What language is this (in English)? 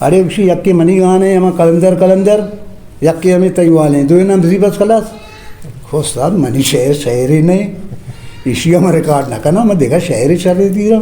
Eastern Balochi